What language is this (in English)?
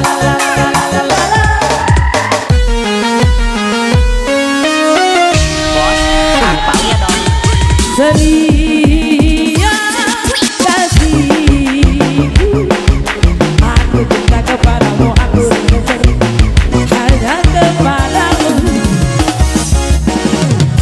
Indonesian